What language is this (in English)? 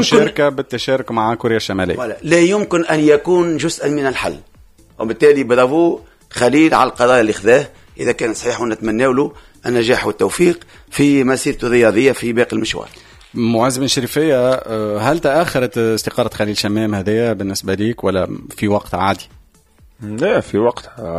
Tunisian Arabic